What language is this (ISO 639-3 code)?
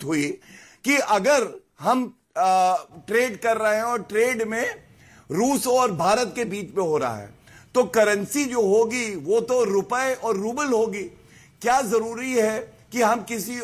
hin